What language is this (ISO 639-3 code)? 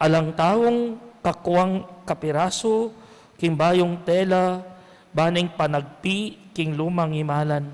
pam